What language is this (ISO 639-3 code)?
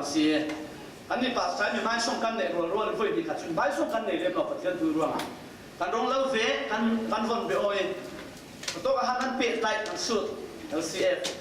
cfm